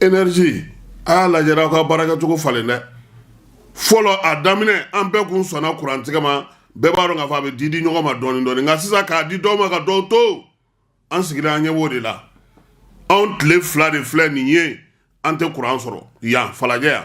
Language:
Bambara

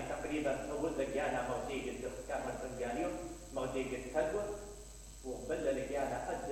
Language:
Mesopotamian Arabic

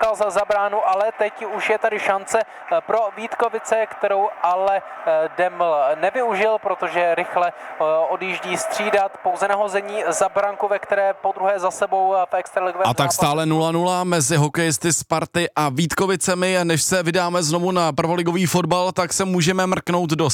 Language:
Czech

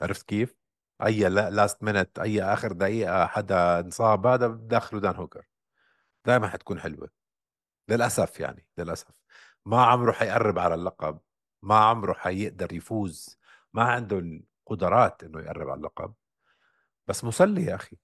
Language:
North Levantine Arabic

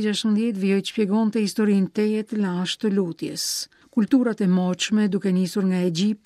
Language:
Albanian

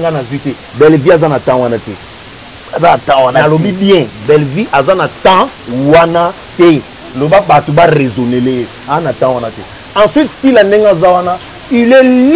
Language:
Lingala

